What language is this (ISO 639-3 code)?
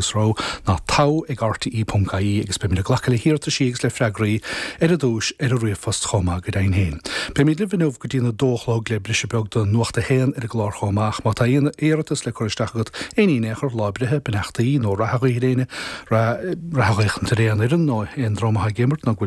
gle